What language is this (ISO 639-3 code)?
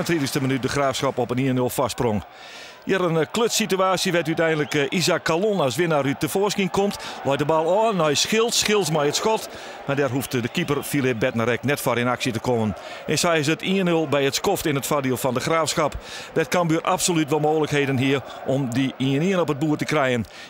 fry